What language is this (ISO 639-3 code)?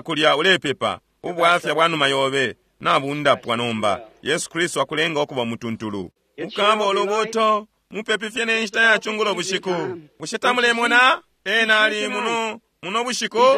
bem